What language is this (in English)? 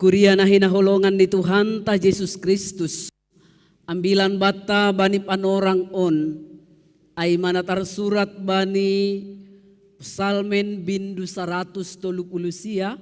Batak Simalungun